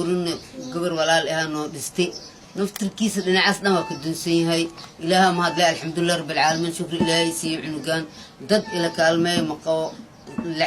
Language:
Somali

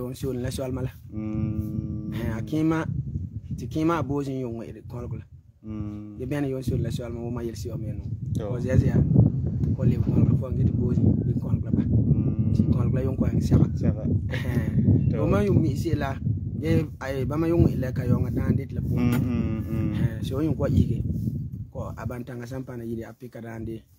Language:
Frafra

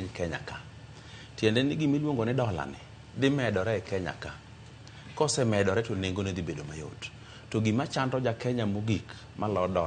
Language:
Luo (Kenya and Tanzania)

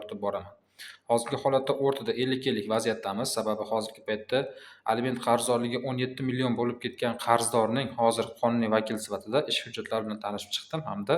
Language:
Uzbek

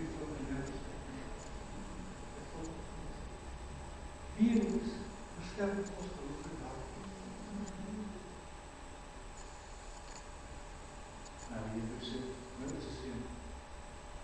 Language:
Afrikaans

